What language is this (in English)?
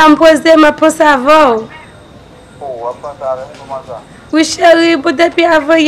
Haitian Creole